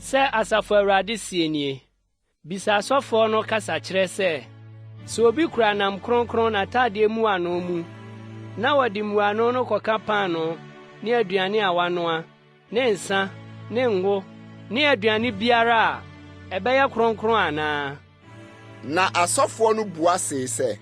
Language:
Akan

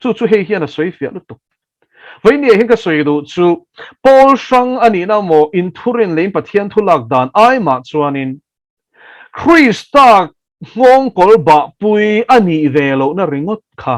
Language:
Mizo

